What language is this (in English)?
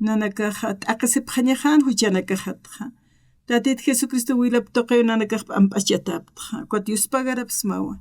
Aymara